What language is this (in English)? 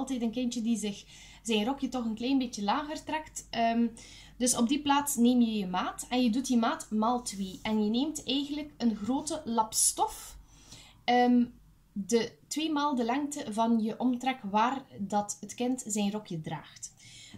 Dutch